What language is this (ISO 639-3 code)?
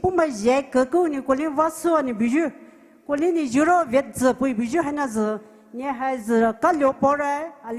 pmx